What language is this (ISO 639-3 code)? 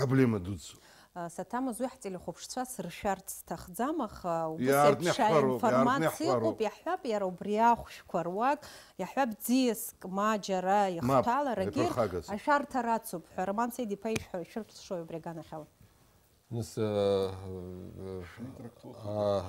abk